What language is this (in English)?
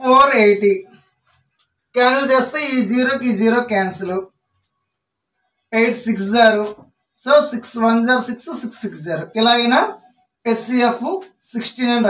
Telugu